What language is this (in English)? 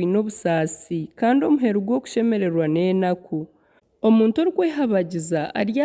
Nyankole